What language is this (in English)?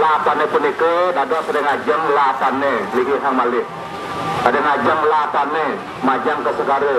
Balinese